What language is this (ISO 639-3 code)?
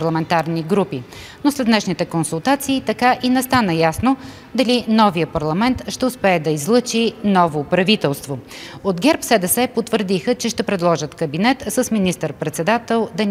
bul